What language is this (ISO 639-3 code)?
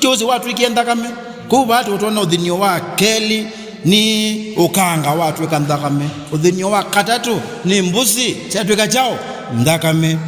kam